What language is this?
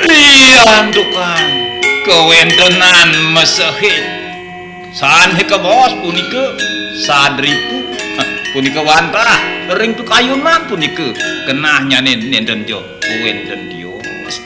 Balinese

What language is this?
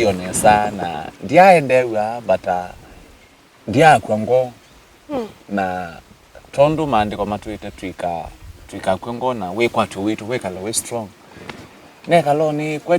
Kamba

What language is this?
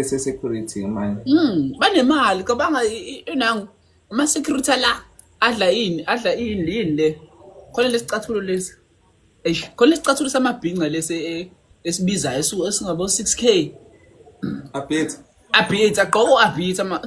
Zulu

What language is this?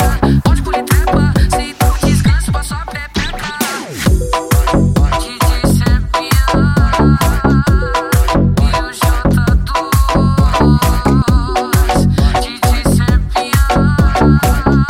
Portuguese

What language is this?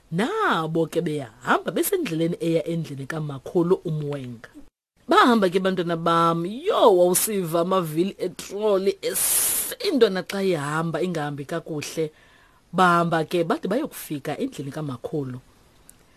Xhosa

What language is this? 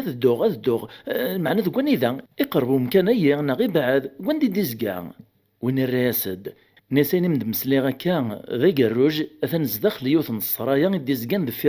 Kabyle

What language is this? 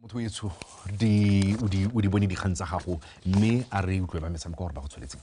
Tswana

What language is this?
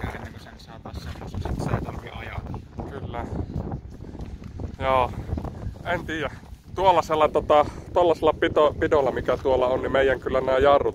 Finnish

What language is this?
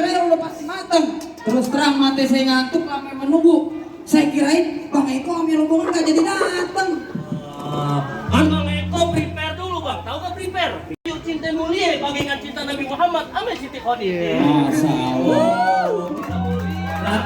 Betawi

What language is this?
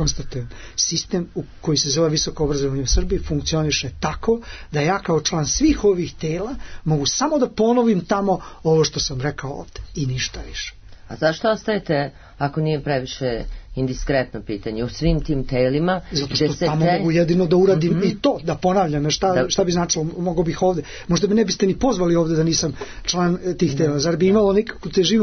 Serbian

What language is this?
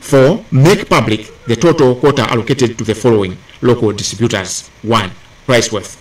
Nyanja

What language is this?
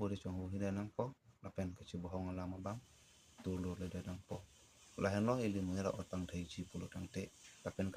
Karbi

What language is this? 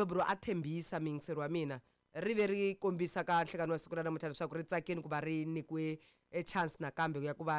Tsonga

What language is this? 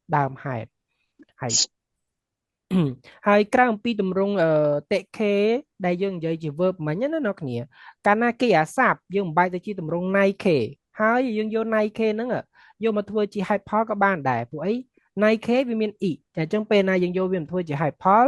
Khmer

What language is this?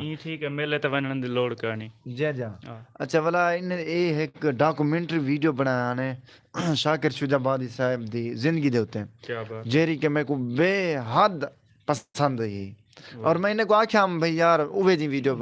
Saraiki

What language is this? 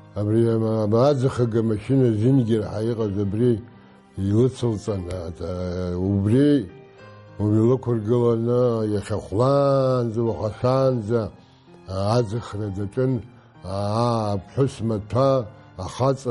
Abkhazian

